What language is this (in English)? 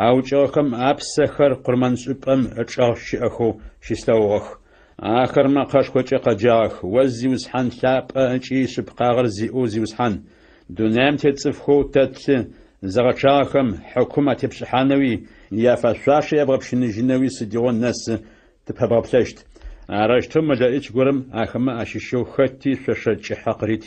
Adyghe